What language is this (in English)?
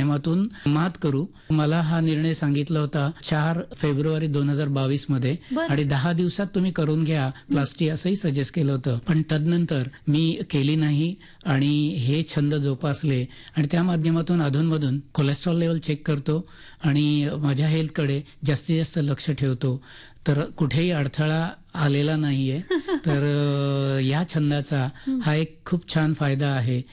Marathi